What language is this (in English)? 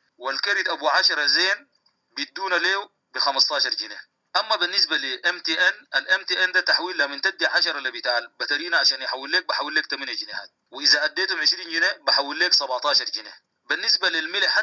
Sudanese Arabic